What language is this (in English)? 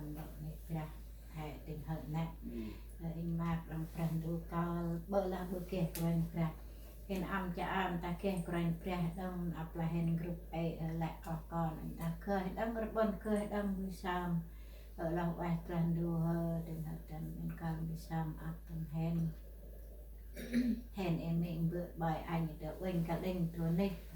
Central Mnong